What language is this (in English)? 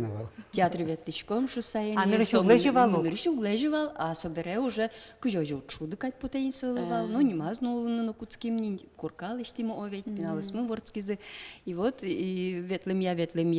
Udmurt